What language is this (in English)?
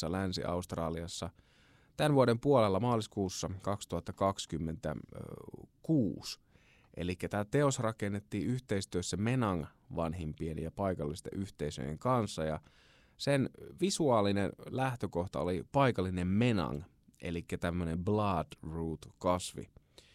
Finnish